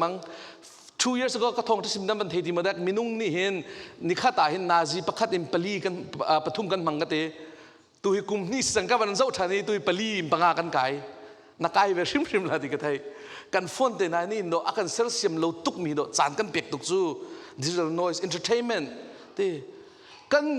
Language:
Hakha Chin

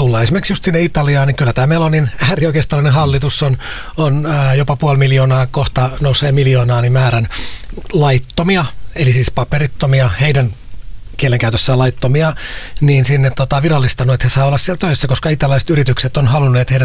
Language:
Finnish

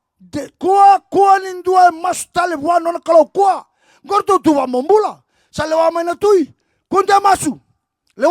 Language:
Fijian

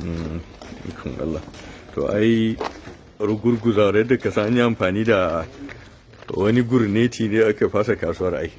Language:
Hausa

